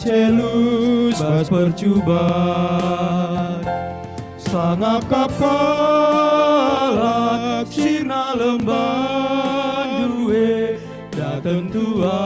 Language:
Batak Karo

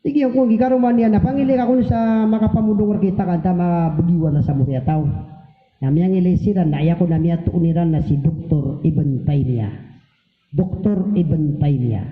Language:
Maranao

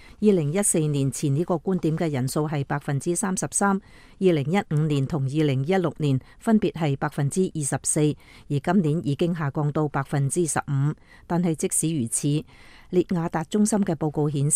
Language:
Cantonese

